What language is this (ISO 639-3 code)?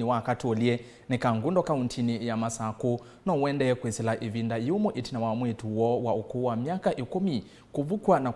kam